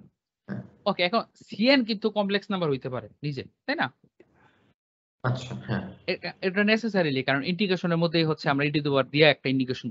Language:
Bangla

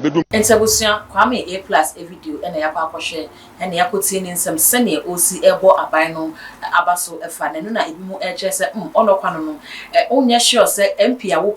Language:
Akan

